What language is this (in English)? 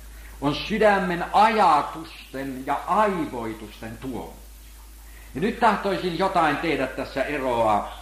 Finnish